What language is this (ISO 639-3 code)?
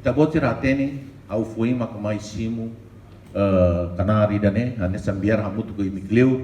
tet